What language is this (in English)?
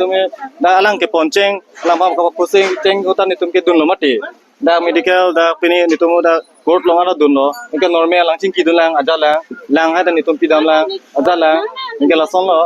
Karbi